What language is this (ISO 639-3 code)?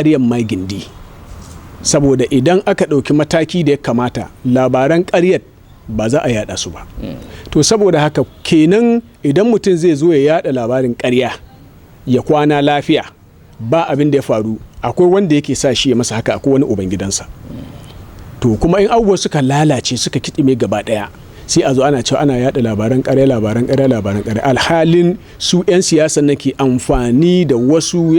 hau